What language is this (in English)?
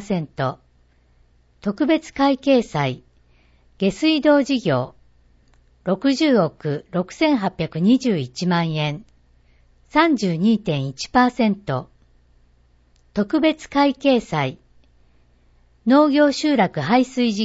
Japanese